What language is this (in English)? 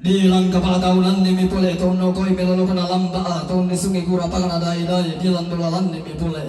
Toraja-Sa'dan